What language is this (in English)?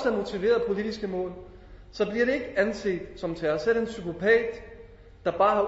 Danish